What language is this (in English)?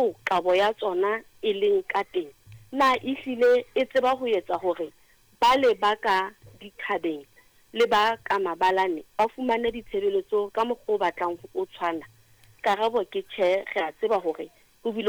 Southern Sotho